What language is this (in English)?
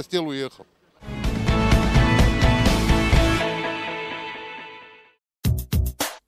Ukrainian